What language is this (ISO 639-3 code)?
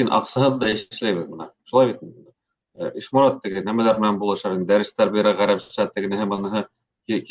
bak